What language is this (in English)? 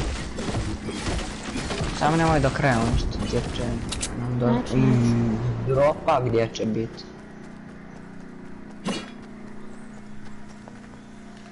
Croatian